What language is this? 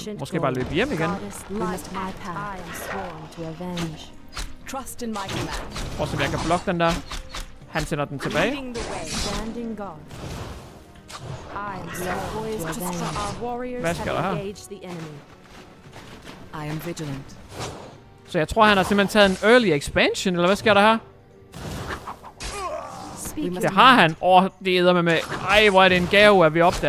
Danish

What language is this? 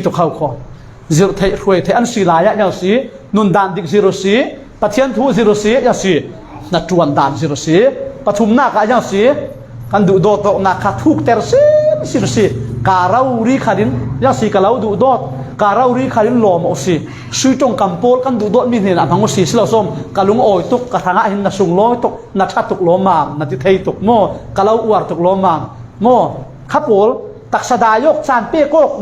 Falam Chin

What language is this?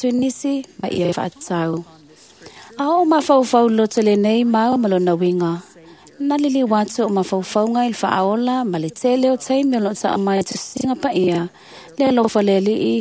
Samoan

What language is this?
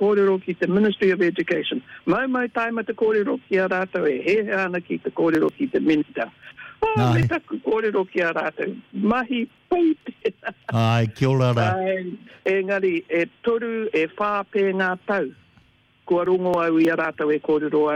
Māori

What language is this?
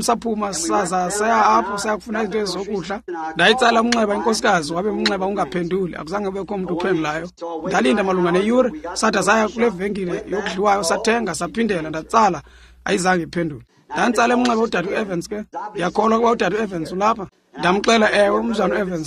Xhosa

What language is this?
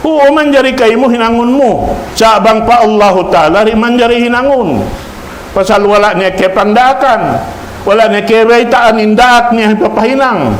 Tausug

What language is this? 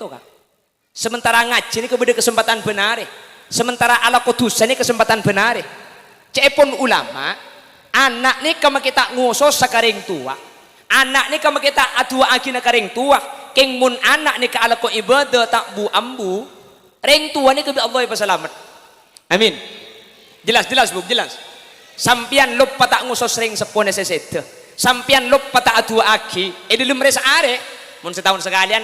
Madurese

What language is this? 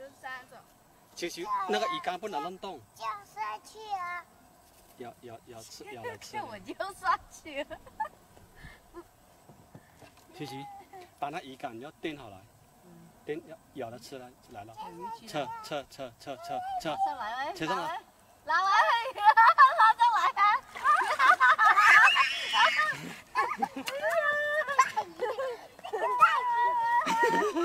Chinese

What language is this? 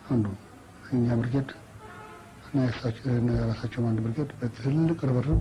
Amharic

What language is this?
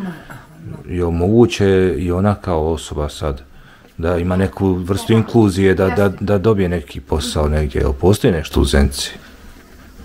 Bosnian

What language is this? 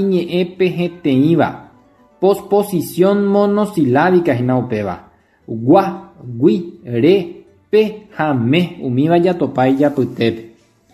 Guarani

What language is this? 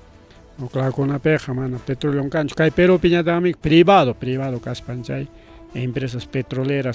Ayacucho Quechua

